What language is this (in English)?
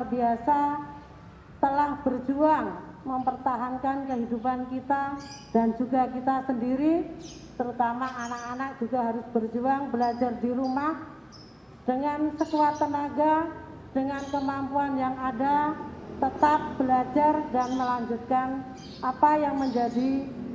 Indonesian